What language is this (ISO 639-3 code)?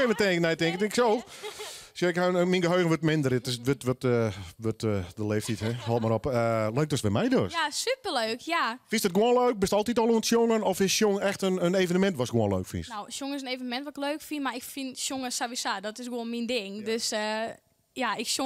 fry